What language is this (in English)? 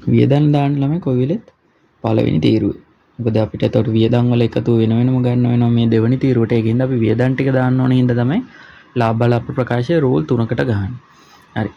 Sinhala